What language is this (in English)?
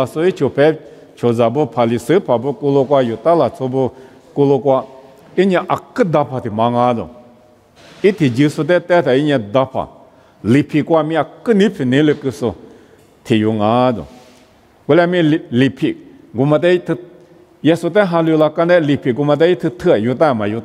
Lisu